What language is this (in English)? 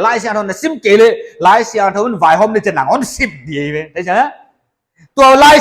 Paite Chin